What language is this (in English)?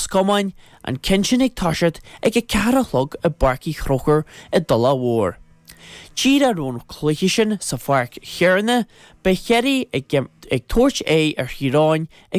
Irish